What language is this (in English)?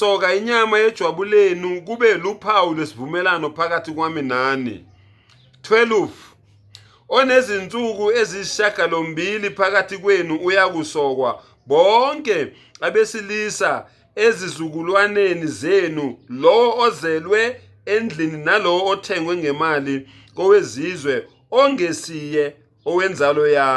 Zulu